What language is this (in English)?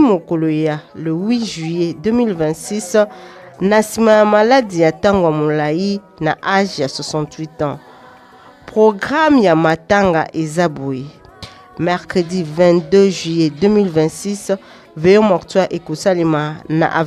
Lingala